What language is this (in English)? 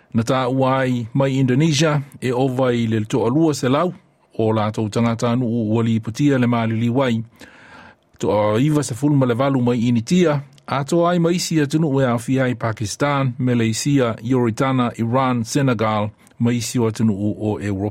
Samoan